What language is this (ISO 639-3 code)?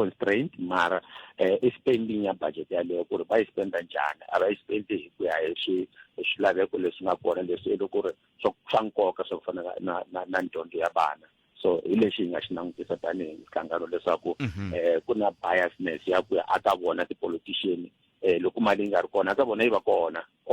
tso